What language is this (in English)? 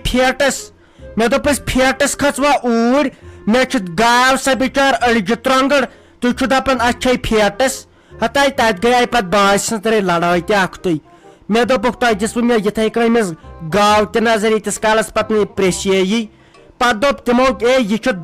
Kashmiri